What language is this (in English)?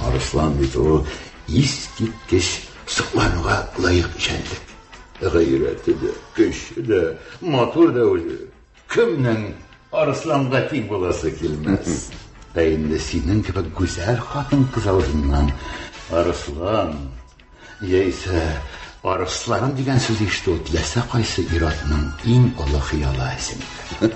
Tatar